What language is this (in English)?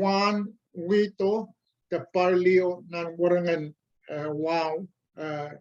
Pohnpeian